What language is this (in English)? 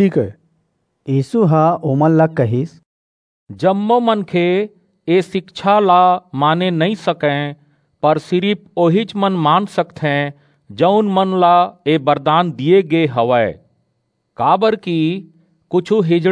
Chhattisgarhi